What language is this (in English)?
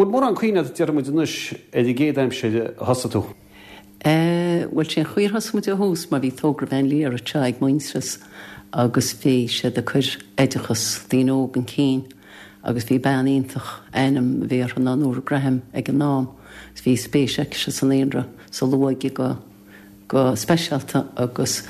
Irish